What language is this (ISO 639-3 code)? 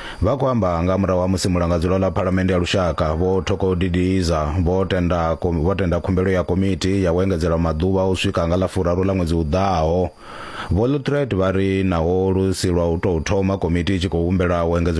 ven